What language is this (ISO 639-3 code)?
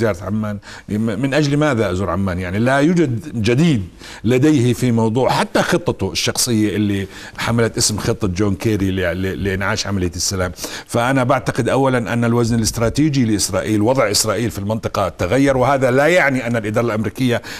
ara